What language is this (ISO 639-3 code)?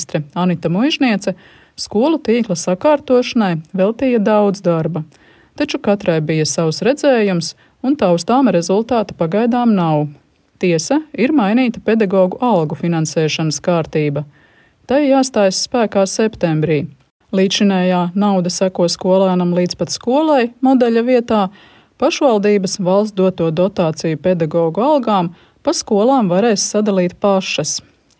lav